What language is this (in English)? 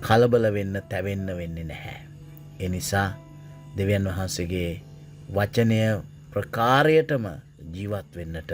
Sinhala